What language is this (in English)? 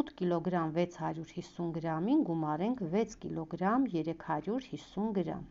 Armenian